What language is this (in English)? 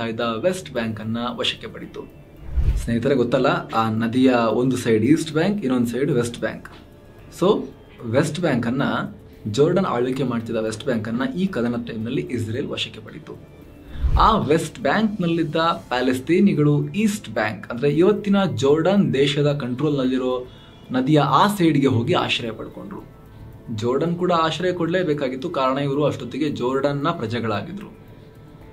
Kannada